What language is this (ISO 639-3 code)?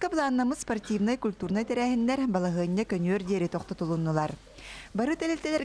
sah